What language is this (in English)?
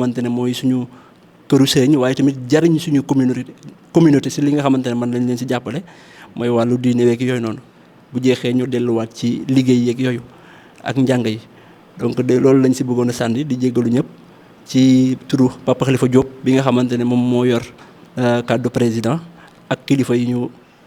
Wolof